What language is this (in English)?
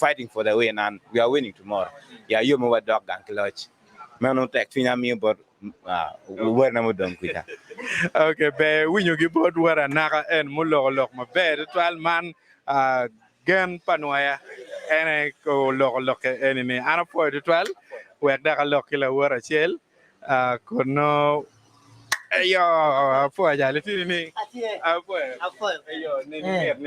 Acoli